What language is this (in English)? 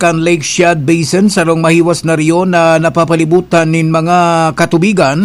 Bikol